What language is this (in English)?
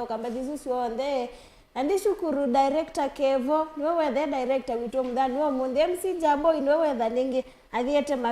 Kamba